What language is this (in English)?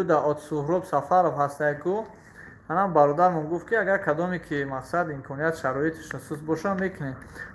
Tajik